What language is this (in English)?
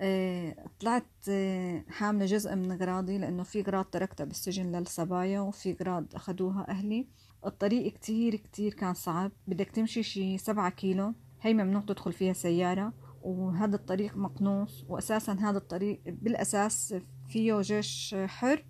North Levantine Arabic